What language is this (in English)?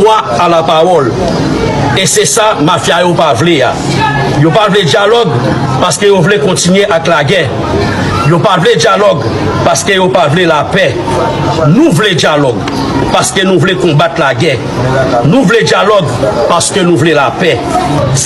Haitian Creole